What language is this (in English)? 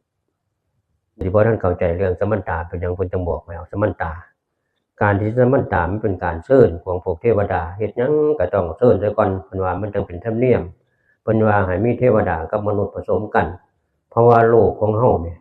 Northeastern Thai